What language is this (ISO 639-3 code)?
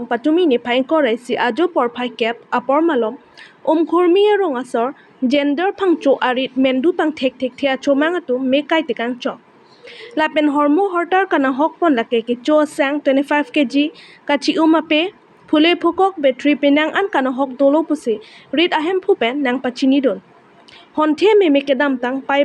mjw